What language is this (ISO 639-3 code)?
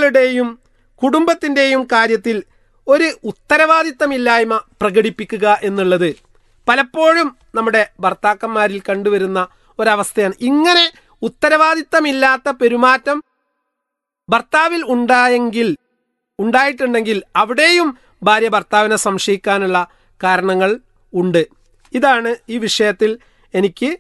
mal